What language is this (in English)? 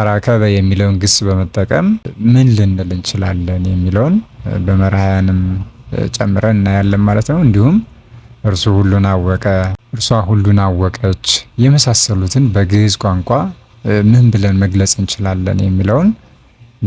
Amharic